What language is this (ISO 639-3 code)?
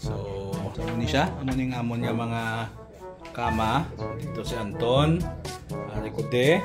hil